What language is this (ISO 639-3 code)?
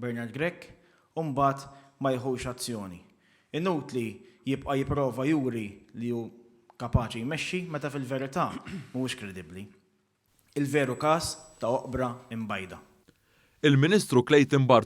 mlt